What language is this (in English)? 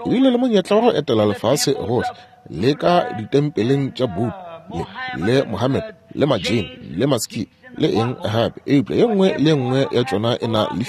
Northern Sotho